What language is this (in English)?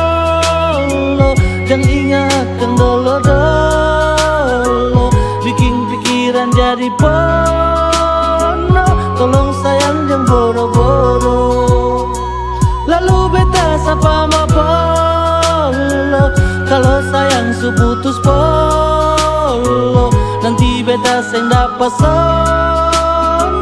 Ambonese Malay